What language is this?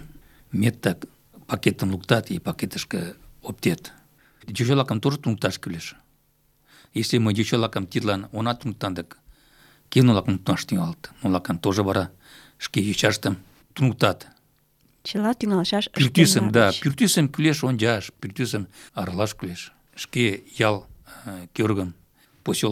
Mari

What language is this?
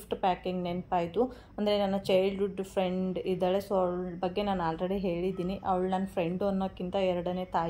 Kannada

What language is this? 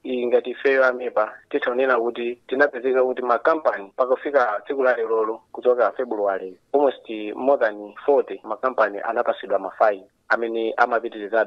Nyanja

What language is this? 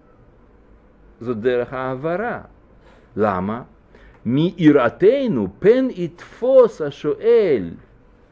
Hebrew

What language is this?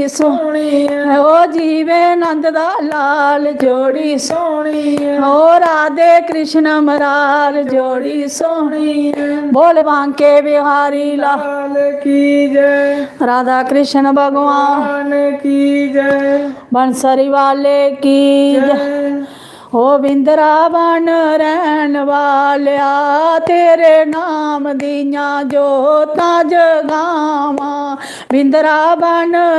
Dogri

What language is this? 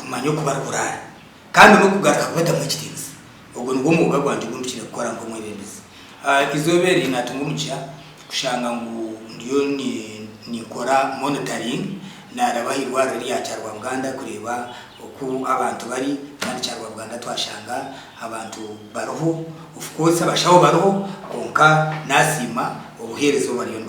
Nyankole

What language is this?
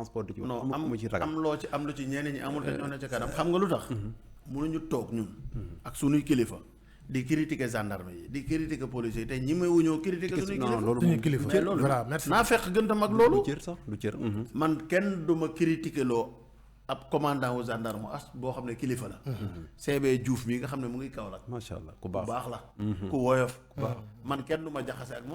Wolof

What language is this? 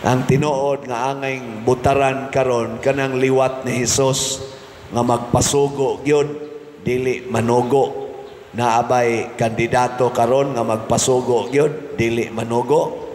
Cebuano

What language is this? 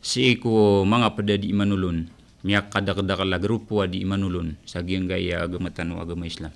Maranao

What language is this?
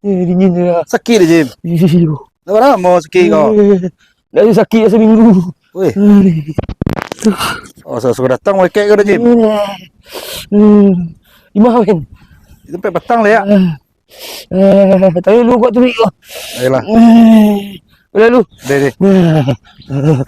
Minangkabau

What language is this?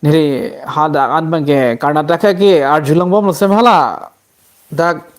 Karbi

